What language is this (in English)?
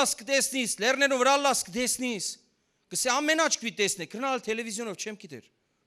Western Armenian